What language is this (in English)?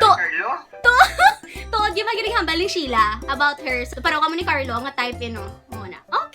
Hiligaynon